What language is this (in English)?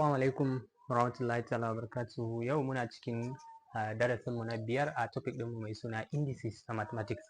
Hausa